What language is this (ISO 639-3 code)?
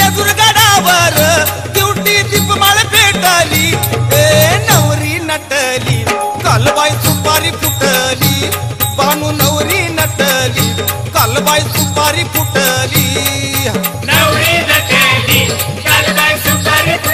mar